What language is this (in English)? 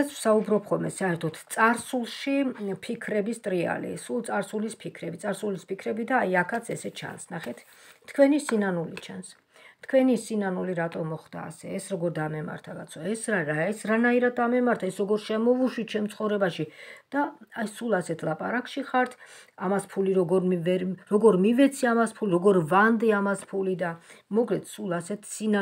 Georgian